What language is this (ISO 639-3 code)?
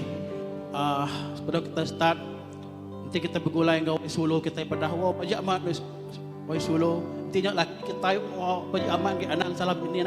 iba